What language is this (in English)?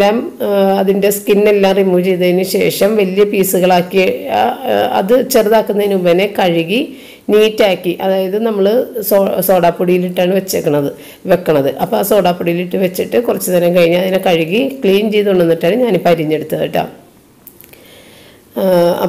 Malayalam